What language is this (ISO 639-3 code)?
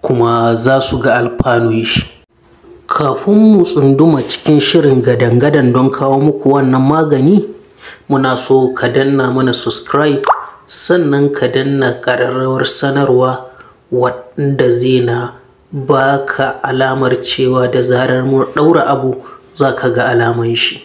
hau